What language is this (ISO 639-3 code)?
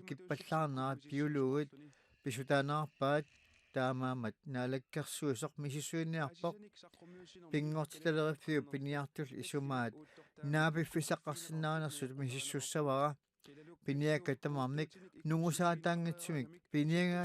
kal